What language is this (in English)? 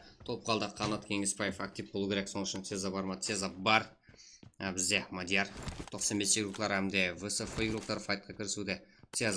Kara-Kalpak